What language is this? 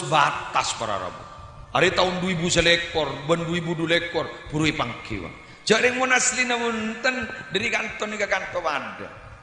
Madurese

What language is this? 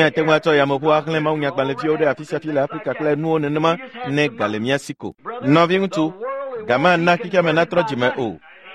Ewe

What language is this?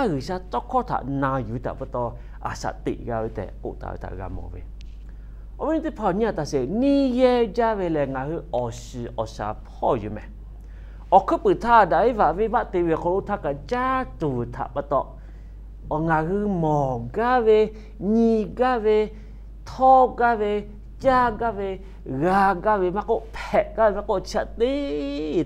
Lahu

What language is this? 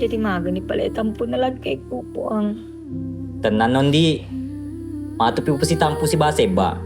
Buginese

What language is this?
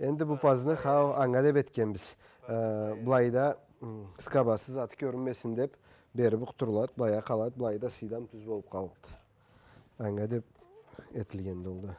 Karachay-Balkar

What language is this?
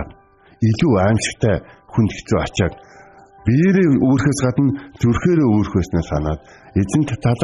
Mongolian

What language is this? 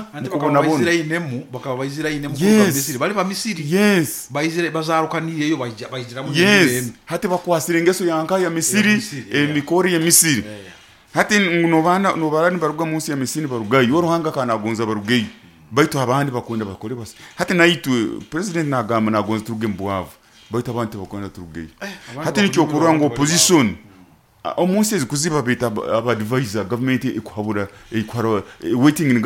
Nyoro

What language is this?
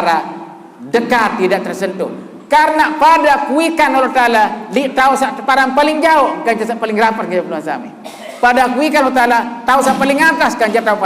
Sasak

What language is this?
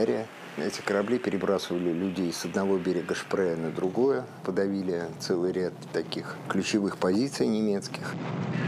Russian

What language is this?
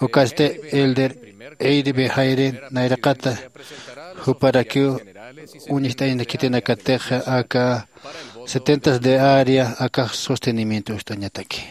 Aymara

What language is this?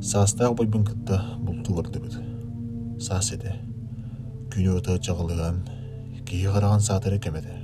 Yakut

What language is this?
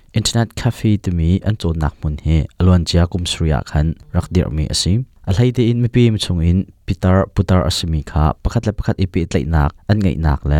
Hakha Chin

